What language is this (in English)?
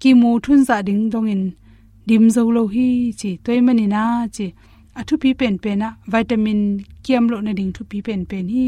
Tedim Chin